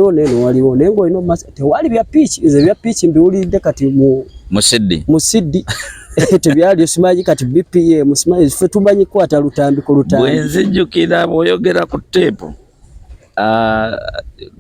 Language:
Ganda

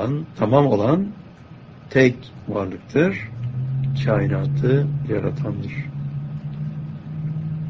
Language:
Turkish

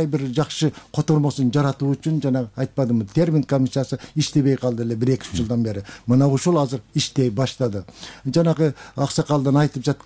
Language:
Kyrgyz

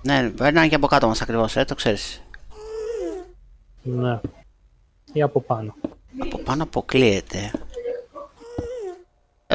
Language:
Greek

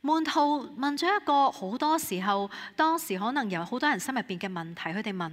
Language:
Cantonese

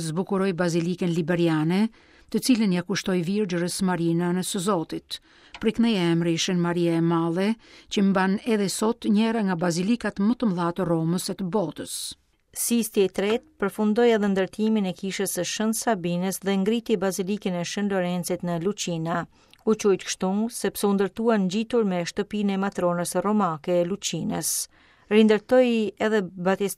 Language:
Albanian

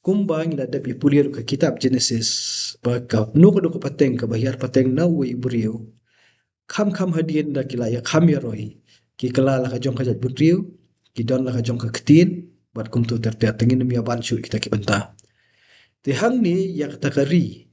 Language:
Khasi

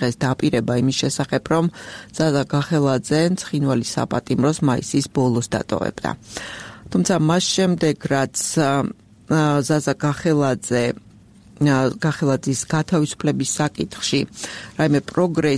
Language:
Georgian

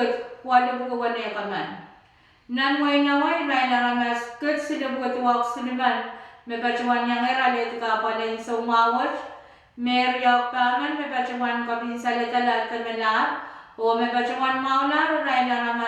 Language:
Pohnpeian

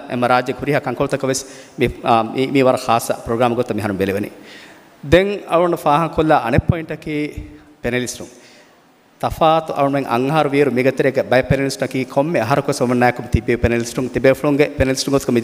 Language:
Divehi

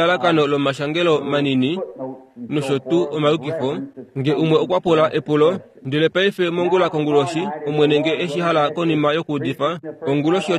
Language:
Kuanyama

